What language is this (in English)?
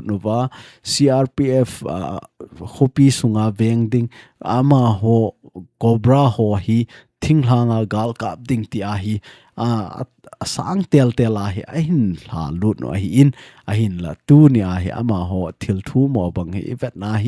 Thado Chin